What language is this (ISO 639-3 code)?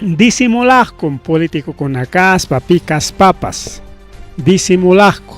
quy